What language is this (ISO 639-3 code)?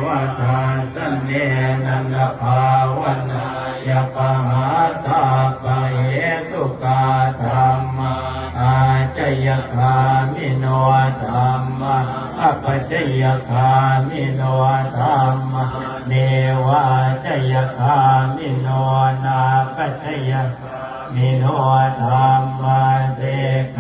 pli